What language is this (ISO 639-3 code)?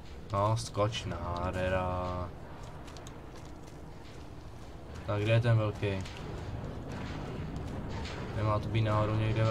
ces